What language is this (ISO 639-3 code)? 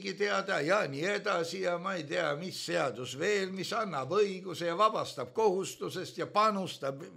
est